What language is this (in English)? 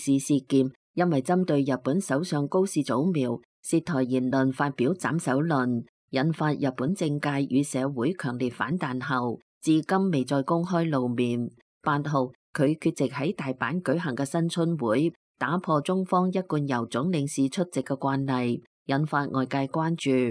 Cantonese